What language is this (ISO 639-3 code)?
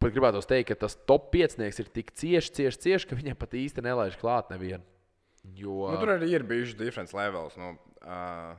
lav